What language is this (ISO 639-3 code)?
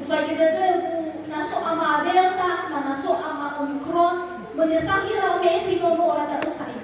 nia